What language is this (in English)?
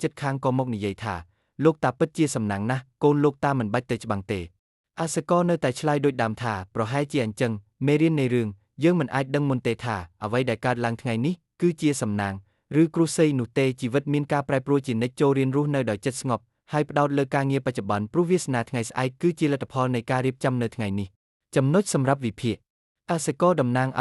Khmer